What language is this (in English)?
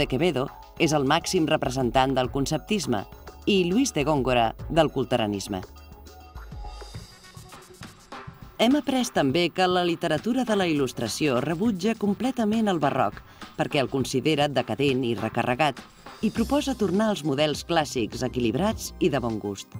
Catalan